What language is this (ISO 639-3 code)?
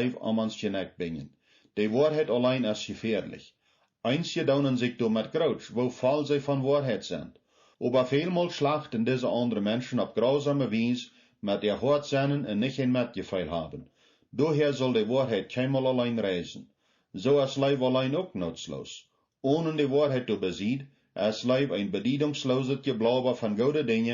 pdt